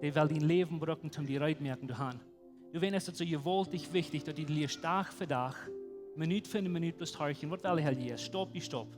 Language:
Plautdietsch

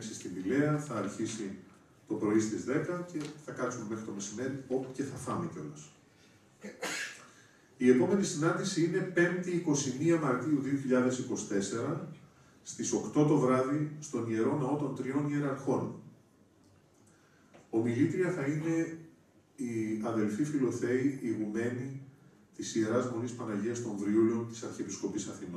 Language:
Greek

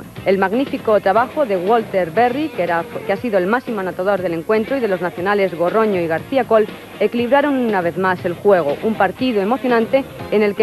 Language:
Spanish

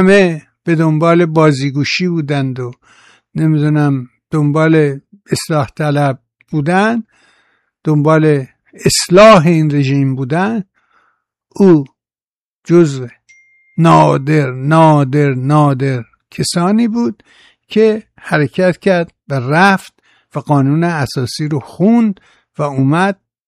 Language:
Persian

